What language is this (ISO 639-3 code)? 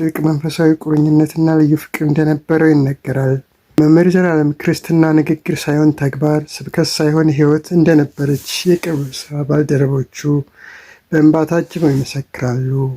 amh